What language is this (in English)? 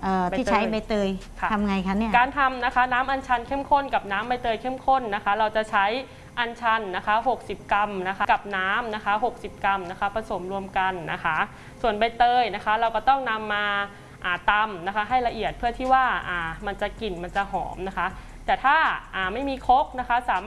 Thai